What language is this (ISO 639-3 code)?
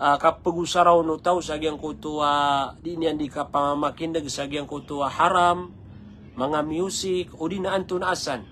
mrw